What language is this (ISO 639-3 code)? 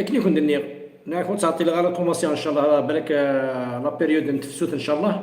kab